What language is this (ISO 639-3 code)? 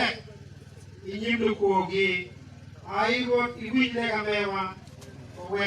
ach